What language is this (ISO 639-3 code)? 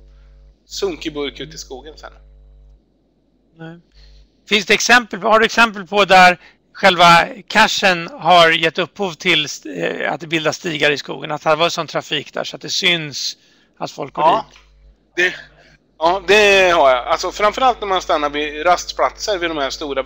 swe